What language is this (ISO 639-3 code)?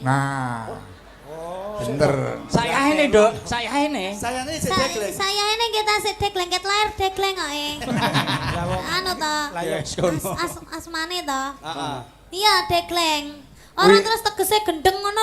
jav